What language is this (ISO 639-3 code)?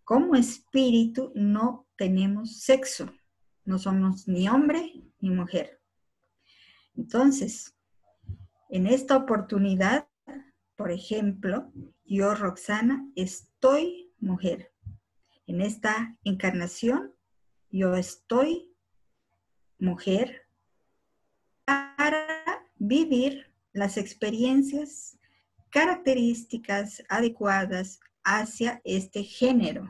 spa